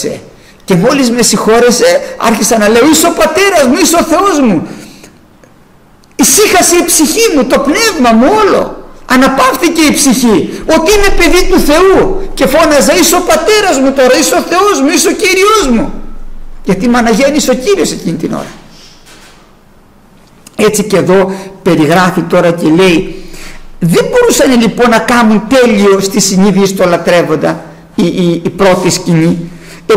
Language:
Greek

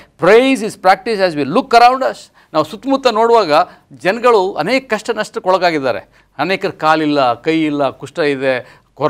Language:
Kannada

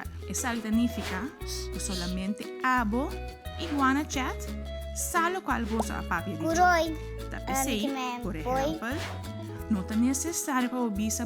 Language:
Papiamento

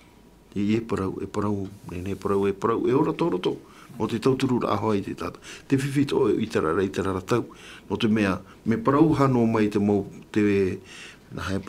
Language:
Tahitian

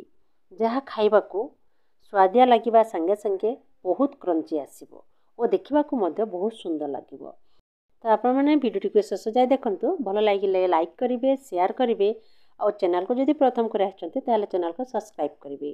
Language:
Odia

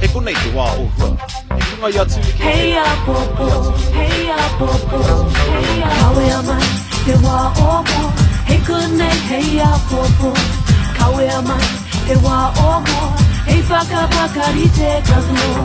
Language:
Māori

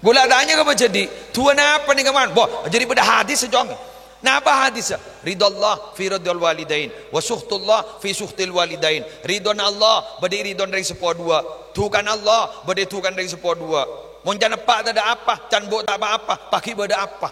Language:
Madurese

